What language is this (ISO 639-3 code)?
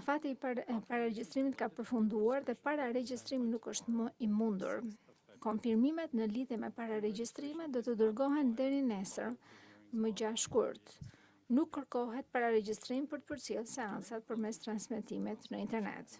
sqi